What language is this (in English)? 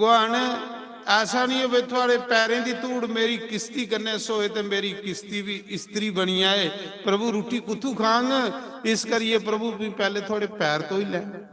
Dogri